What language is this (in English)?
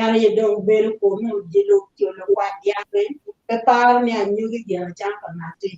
Acoli